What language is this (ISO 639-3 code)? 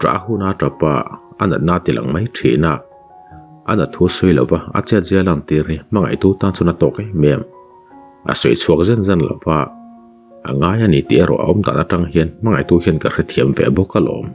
lus